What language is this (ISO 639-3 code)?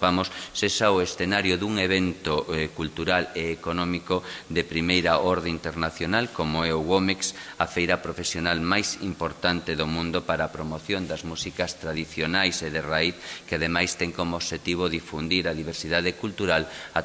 glg